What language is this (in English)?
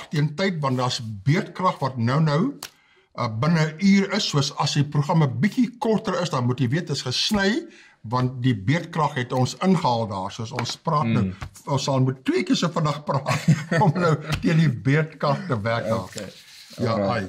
Afrikaans